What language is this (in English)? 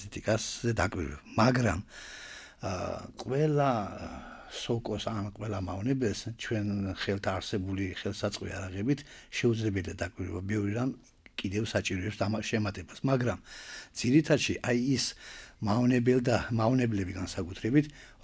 Georgian